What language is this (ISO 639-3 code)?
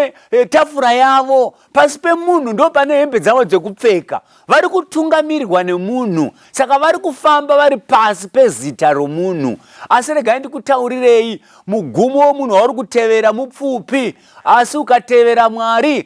sna